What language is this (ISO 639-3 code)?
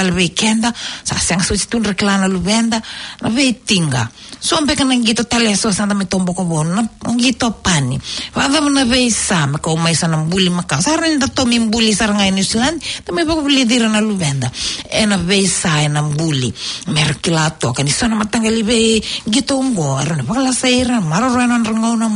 fij